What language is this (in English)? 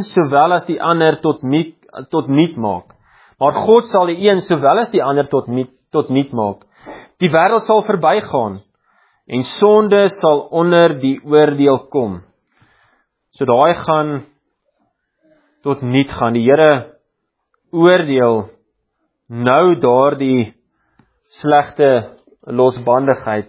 Afrikaans